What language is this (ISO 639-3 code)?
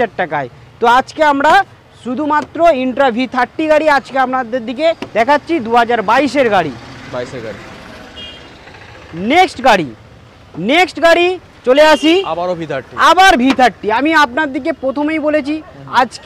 ben